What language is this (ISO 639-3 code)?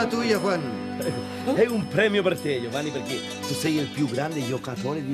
spa